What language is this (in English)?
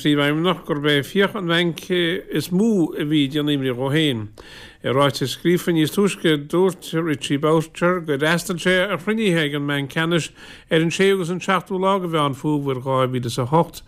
Irish